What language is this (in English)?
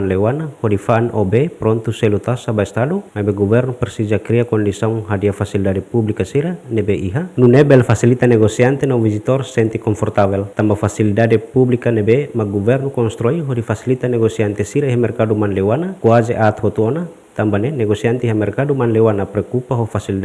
Tetum